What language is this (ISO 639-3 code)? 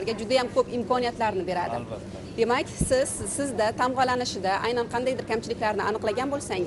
uzb